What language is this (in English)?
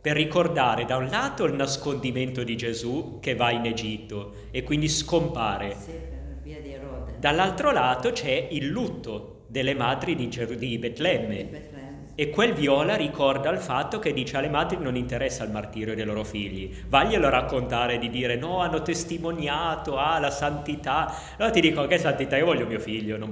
Italian